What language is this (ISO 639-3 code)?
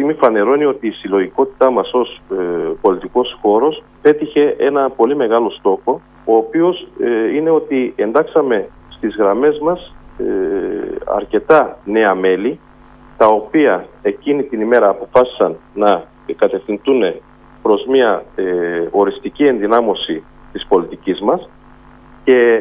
ell